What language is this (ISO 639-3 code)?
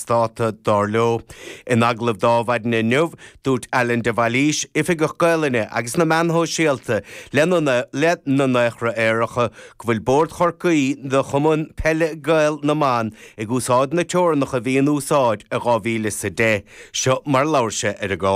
gle